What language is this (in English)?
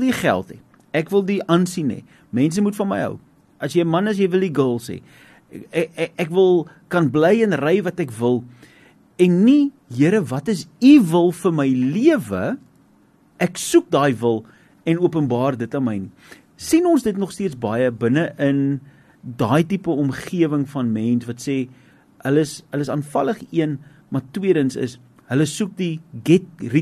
Afrikaans